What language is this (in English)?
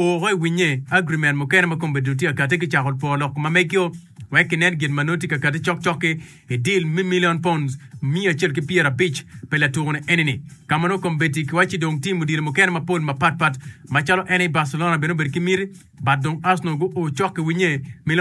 Acoli